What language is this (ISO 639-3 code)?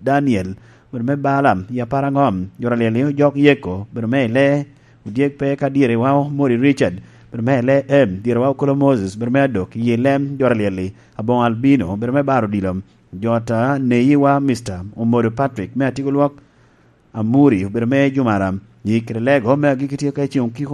laj